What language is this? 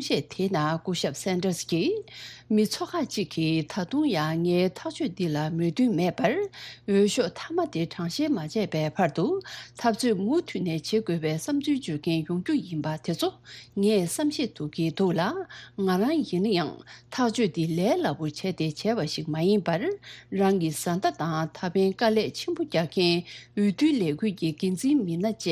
Tibetan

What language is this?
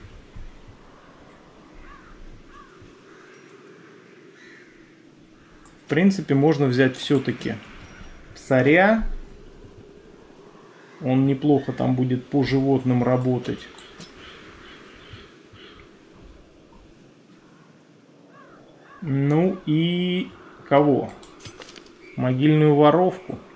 Russian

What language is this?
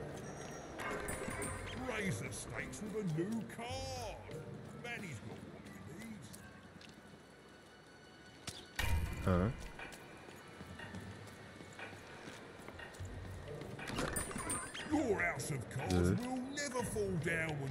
French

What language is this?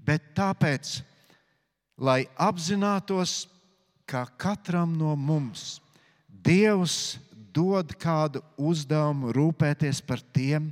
Latvian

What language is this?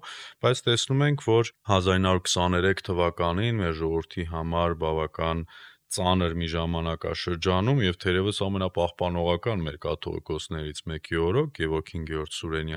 Armenian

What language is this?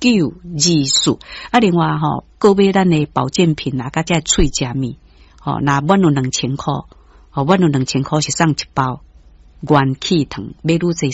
Min Nan Chinese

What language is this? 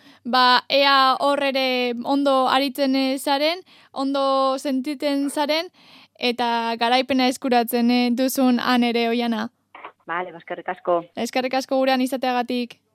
Basque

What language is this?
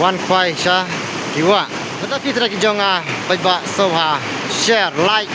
Khasi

